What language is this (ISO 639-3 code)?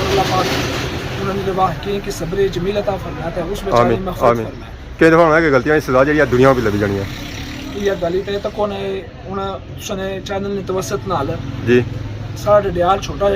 phr